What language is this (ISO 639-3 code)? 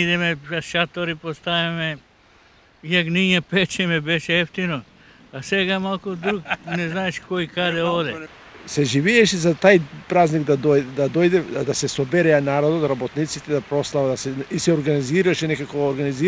mkd